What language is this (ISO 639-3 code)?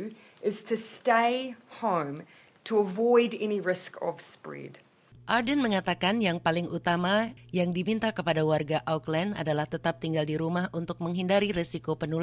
ind